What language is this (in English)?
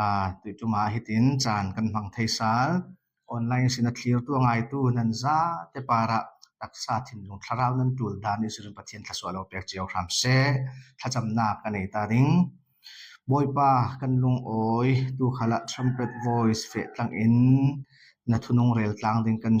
Falam Chin